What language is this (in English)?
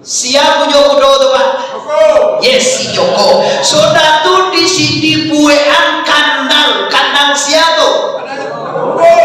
Minangkabau